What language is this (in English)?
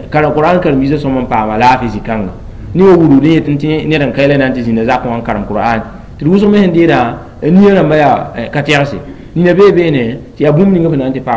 Mossi